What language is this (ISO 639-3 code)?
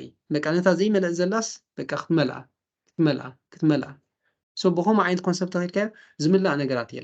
tir